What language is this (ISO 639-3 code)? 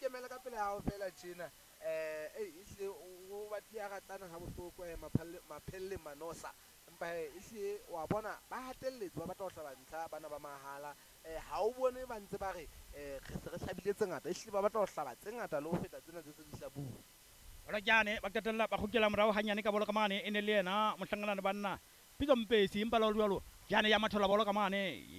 sot